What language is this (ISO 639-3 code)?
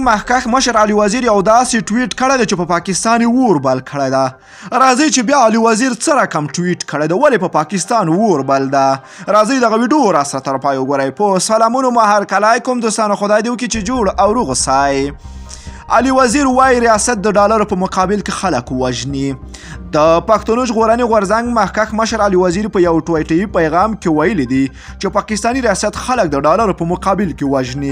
pus